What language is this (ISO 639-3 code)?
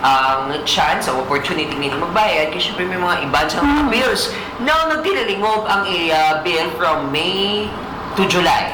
hil